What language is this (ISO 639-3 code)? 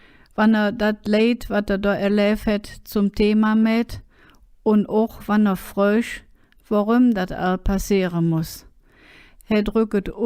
ksh